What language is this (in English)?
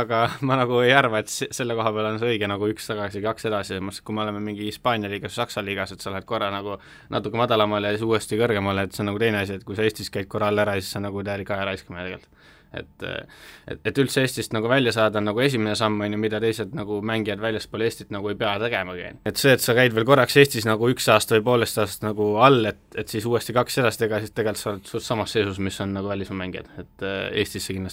Estonian